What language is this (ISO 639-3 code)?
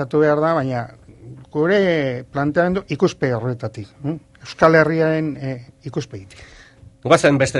eus